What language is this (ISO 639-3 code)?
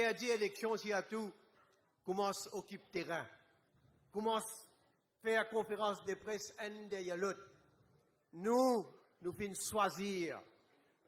mfe